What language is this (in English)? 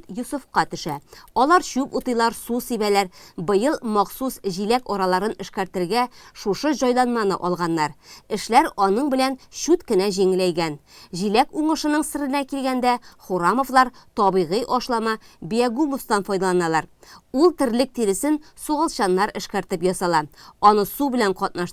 Tatar